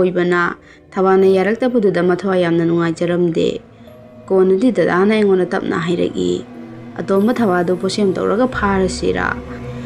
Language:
Manipuri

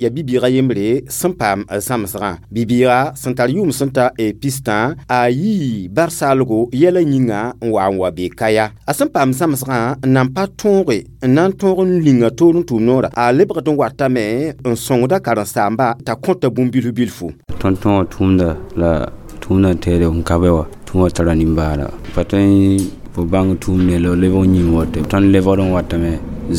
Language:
Mossi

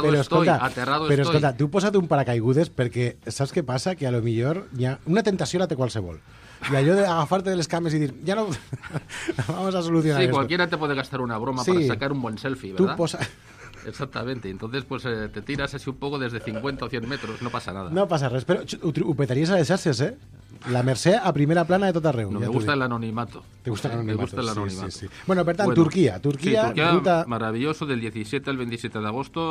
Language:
Catalan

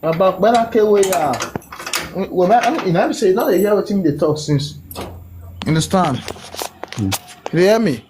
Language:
Nigerian Pidgin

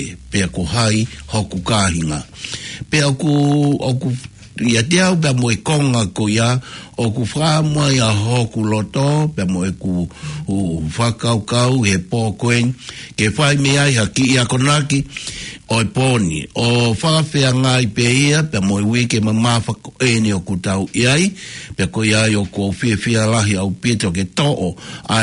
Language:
Tongan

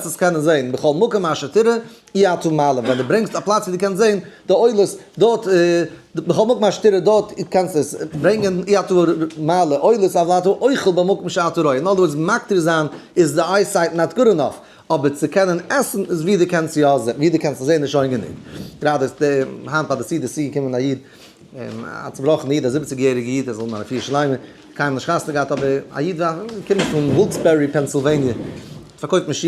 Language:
Yiddish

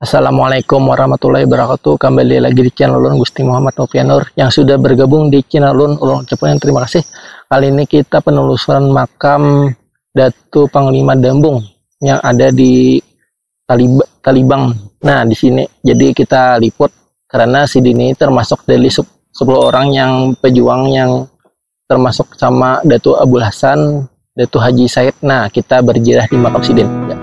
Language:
Banjar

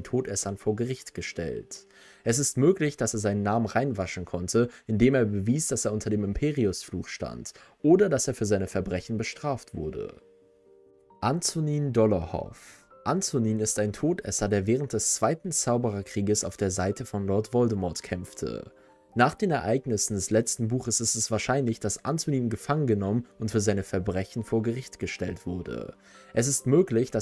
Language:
German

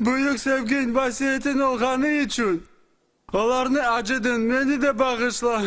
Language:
Crimean Tatar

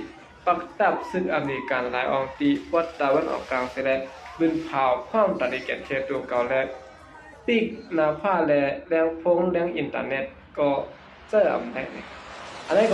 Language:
Shan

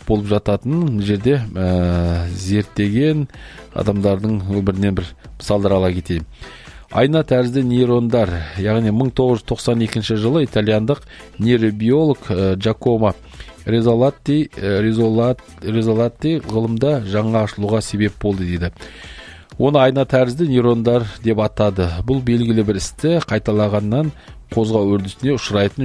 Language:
Kazakh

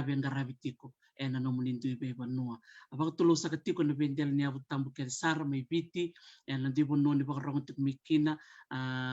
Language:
Fijian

